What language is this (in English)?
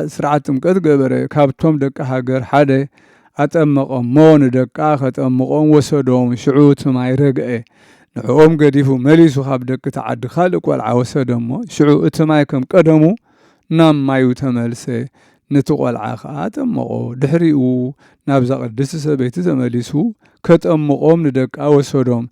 Tigrinya